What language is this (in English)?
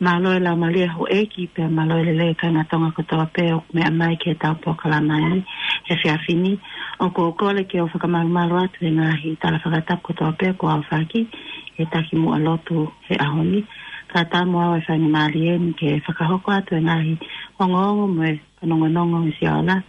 Tongan